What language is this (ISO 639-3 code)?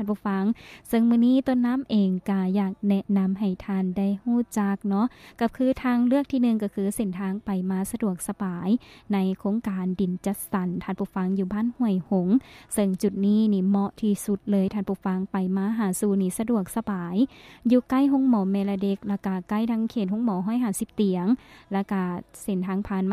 lao